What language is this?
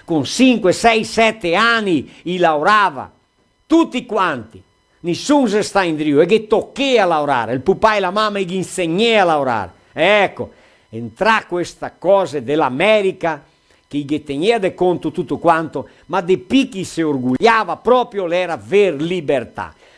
Venetian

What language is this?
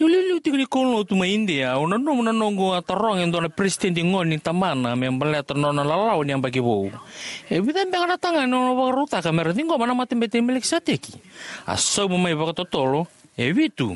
Fijian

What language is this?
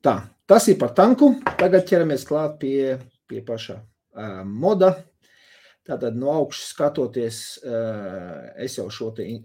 Latvian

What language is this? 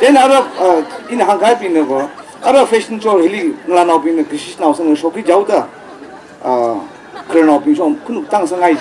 Tangkhul Naga (India)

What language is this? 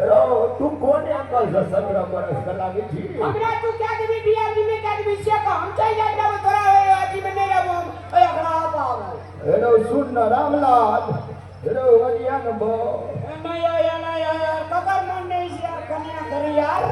Maithili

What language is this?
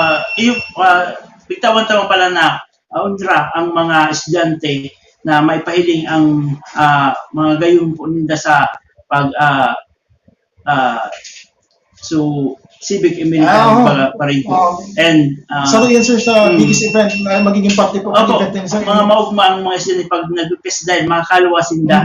Bikol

